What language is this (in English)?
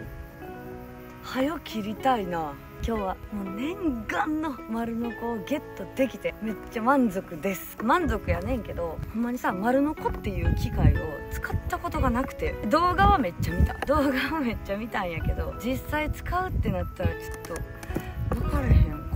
Japanese